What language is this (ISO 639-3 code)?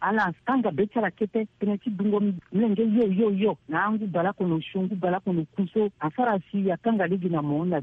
sag